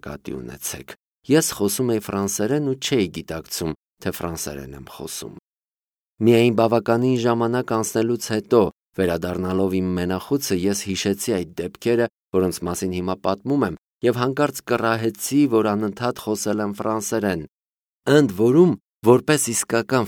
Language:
Armenian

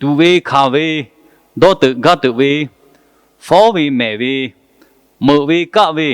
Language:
Lahu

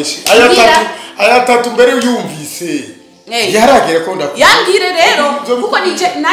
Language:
Rundi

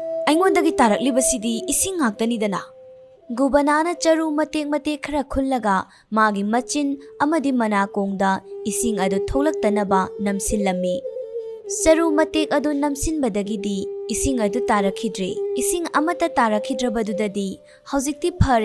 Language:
Manipuri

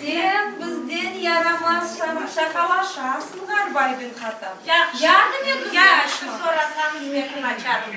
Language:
Crimean Tatar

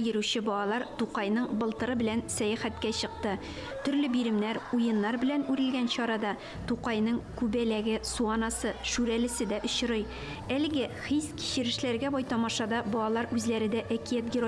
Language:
Tatar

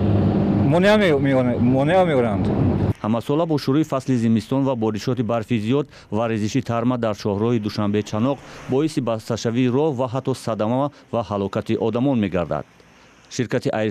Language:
Tajik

